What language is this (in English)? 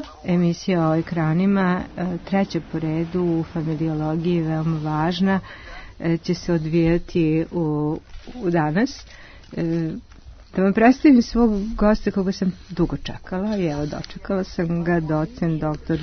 Serbian